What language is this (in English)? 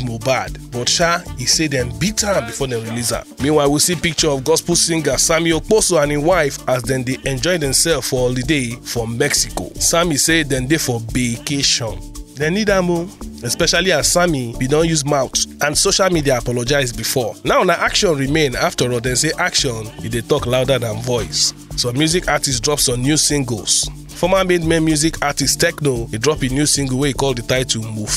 Nigerian Pidgin